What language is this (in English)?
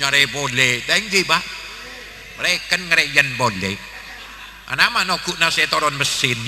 Madurese